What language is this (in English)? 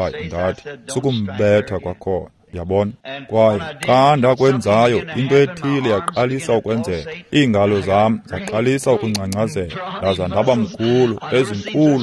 Xhosa